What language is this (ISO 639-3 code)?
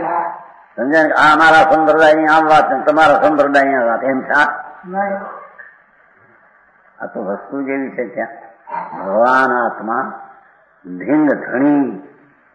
guj